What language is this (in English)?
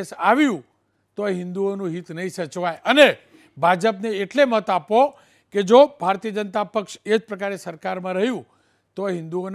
Gujarati